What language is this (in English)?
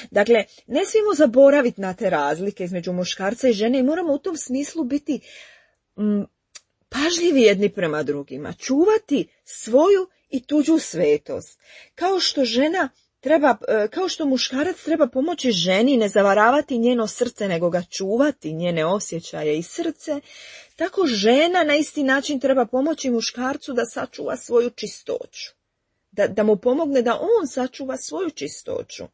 Croatian